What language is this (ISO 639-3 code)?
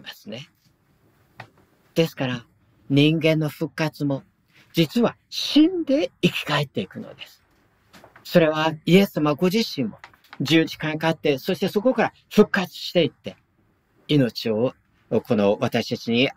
jpn